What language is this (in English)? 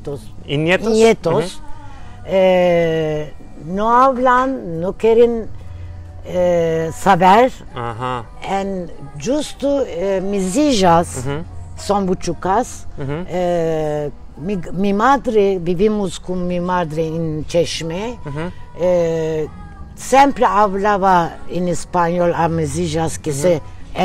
Ladino